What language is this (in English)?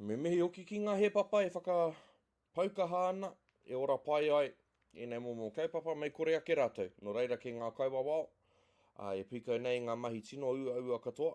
Māori